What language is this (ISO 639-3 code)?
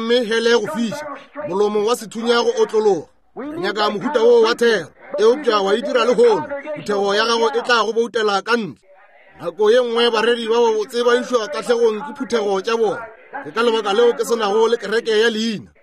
nso